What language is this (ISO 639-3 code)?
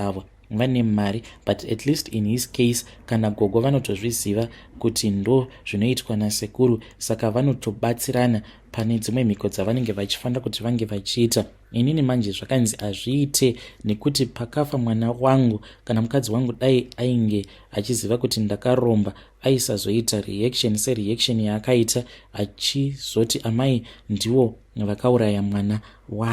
sna